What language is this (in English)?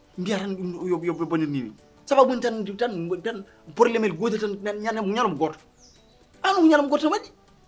Fula